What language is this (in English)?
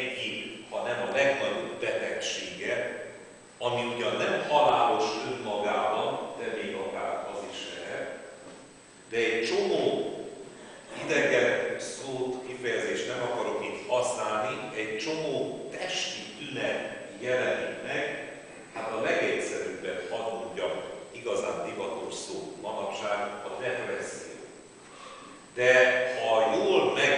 Hungarian